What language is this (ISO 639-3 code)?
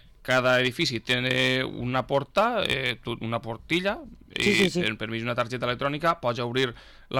cat